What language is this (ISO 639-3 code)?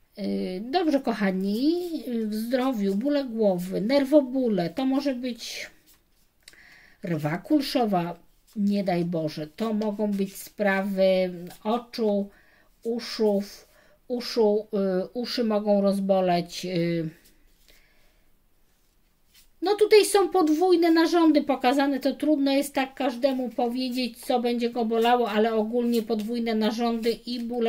pol